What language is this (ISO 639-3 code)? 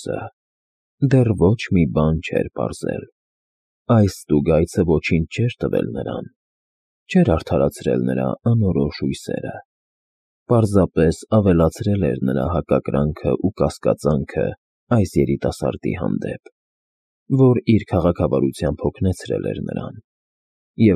hye